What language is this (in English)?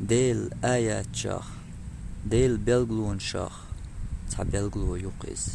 Chechen